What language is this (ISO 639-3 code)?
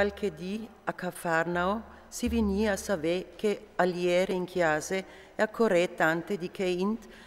fur